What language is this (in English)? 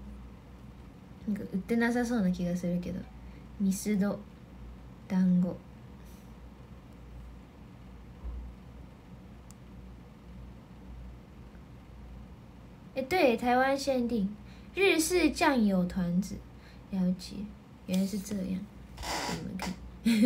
Chinese